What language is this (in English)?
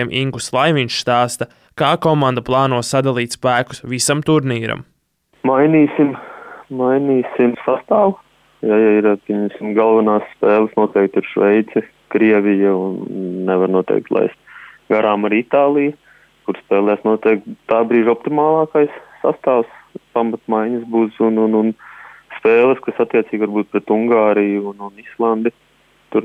Latvian